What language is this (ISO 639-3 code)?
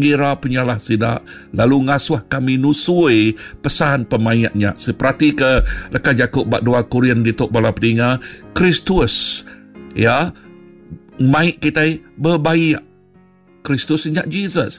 iba